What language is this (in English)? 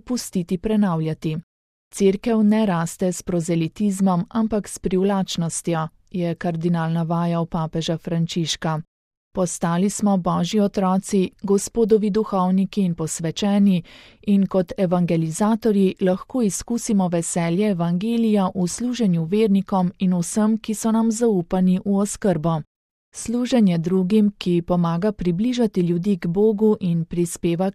Slovenian